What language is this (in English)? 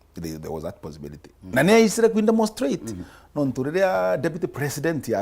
Meru